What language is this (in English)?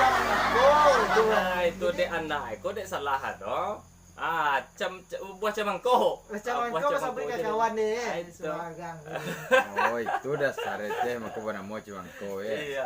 Minangkabau